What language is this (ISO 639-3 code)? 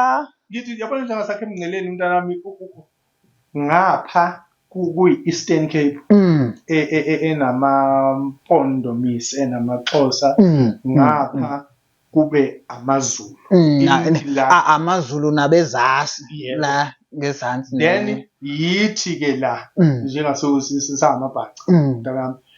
zul